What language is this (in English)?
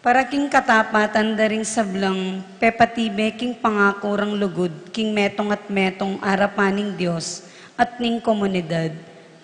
Pampanga